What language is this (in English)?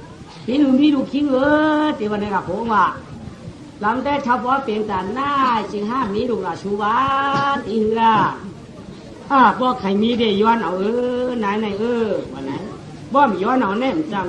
Shan